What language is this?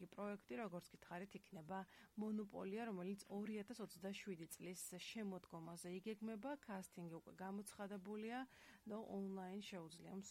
Georgian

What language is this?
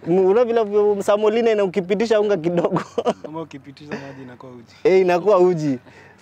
Swahili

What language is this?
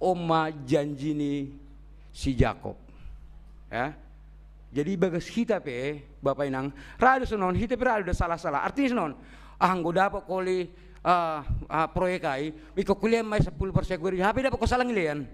Batak Simalungun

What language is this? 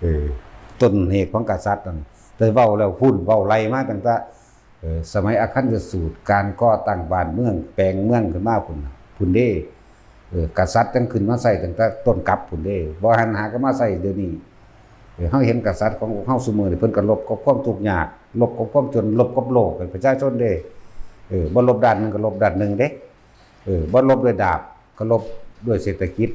Northeastern Thai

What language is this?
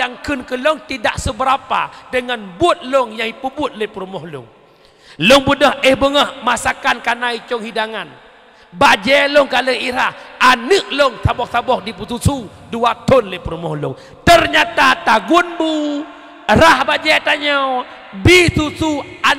Achinese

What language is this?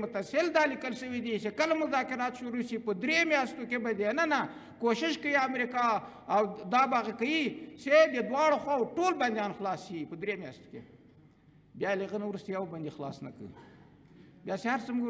Pashto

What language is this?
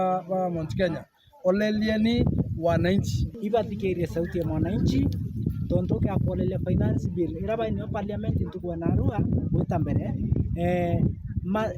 Meru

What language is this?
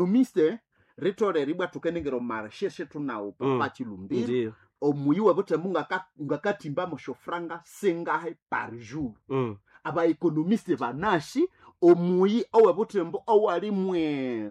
Nande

